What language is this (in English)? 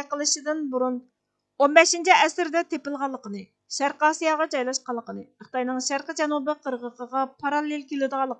Uyghur